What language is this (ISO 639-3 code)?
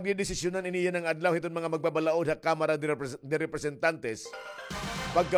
war